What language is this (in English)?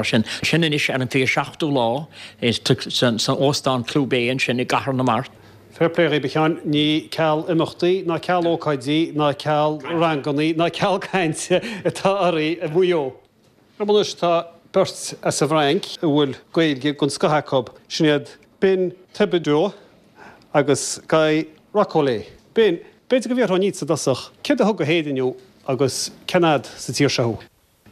Irish